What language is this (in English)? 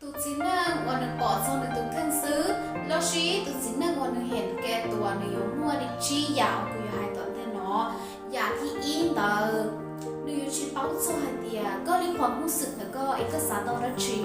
Hmong